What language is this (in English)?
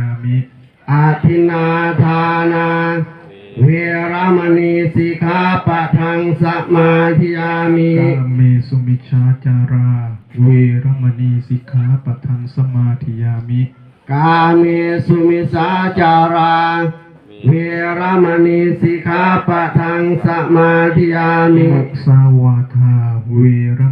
Pali